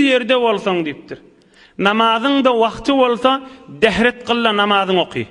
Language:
Turkmen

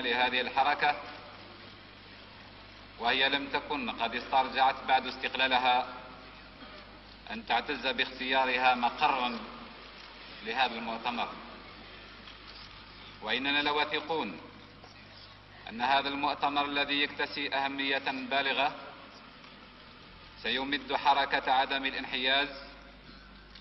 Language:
Arabic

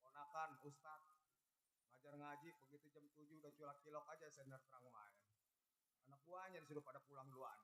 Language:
Betawi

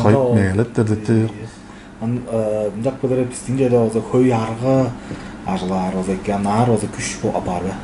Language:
Tuvinian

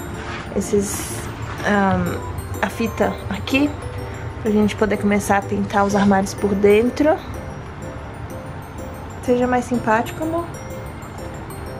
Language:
Portuguese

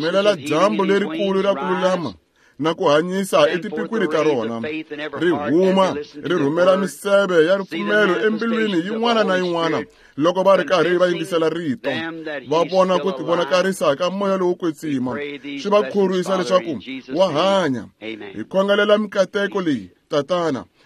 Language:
Tsonga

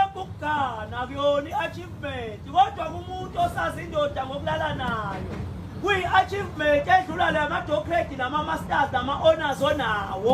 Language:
Zulu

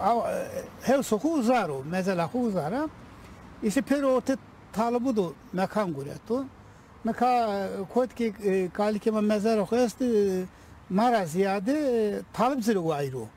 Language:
Zaza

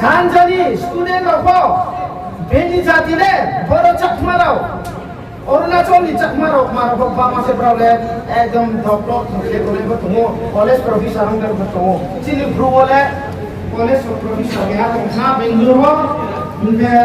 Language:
Riang (India)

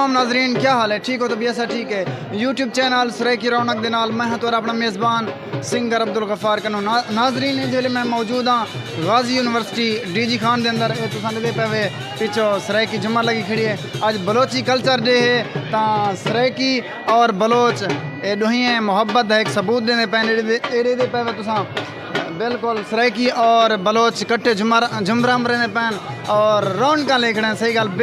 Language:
Saraiki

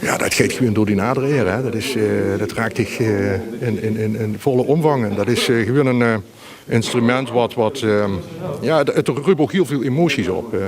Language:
Limburgish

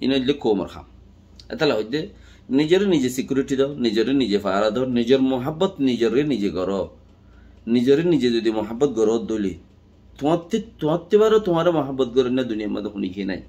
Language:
Rohingya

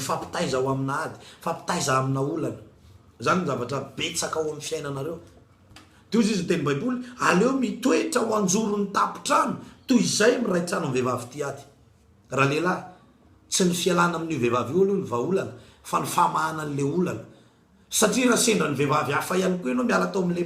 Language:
Malagasy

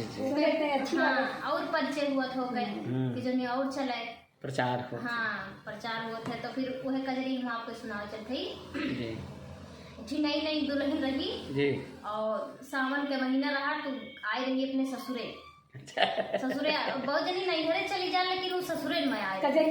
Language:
Awadhi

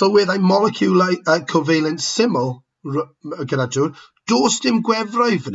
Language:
Welsh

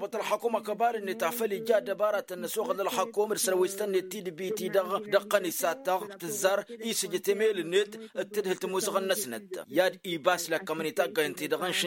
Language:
Tamasheq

